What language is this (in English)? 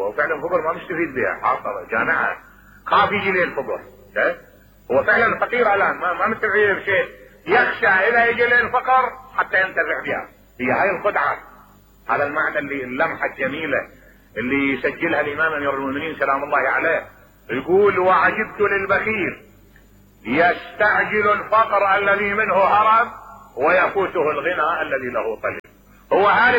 Mesopotamian Arabic